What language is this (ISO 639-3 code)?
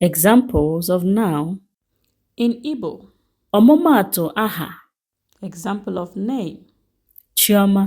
ibo